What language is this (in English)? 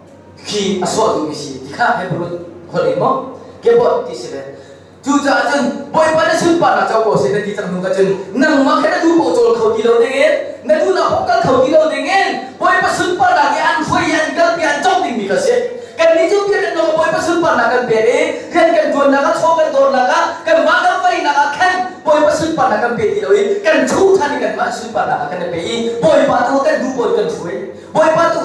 Hakha Chin